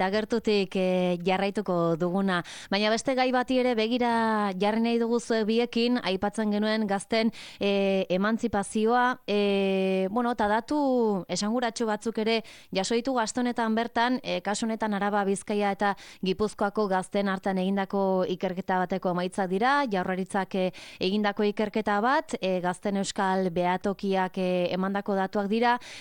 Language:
Basque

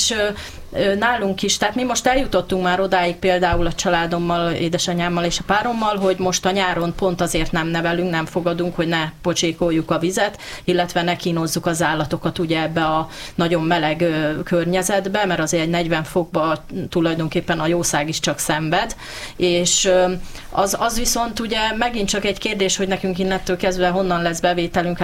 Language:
Hungarian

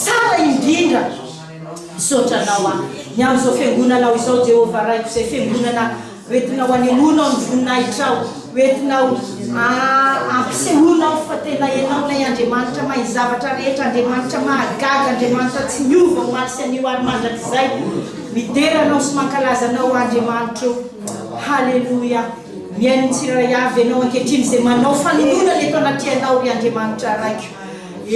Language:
Malagasy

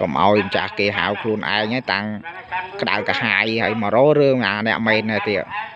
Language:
Khmer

